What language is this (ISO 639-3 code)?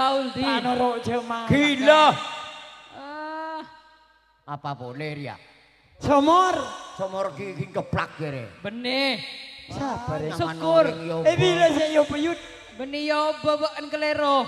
mad